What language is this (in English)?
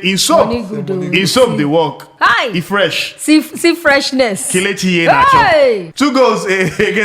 Nigerian Pidgin